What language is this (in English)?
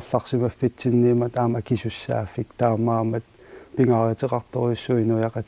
Kalaallisut